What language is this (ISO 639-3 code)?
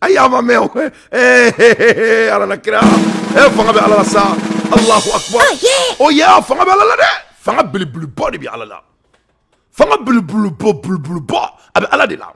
bam